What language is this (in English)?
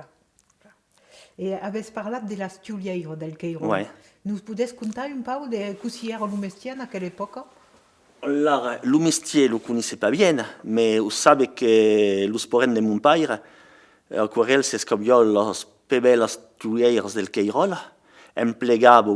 Occitan